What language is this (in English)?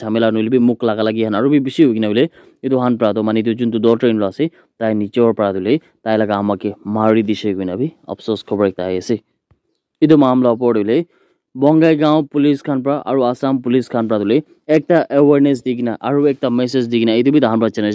Naga Pidgin